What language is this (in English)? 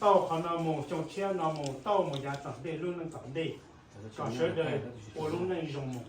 Hmong